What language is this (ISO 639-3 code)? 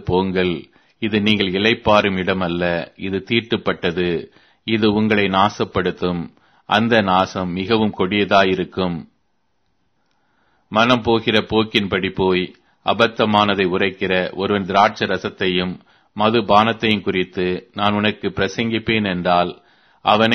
tam